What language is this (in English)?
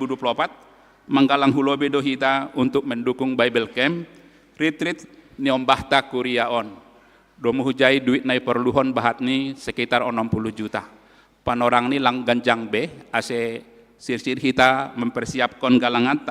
Batak Simalungun